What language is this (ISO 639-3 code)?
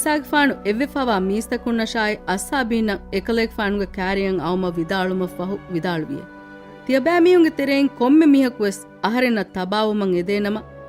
div